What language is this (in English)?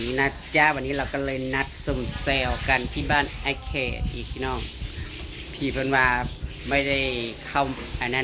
Northeastern Thai